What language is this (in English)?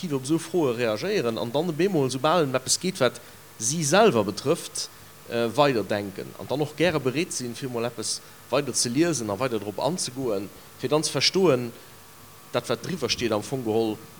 Luxembourgish